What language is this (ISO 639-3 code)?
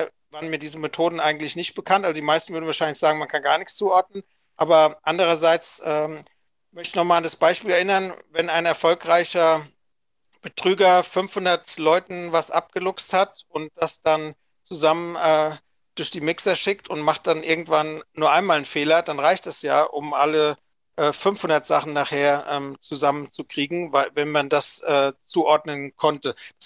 deu